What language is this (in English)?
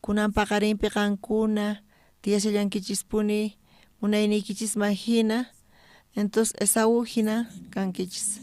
South Bolivian Quechua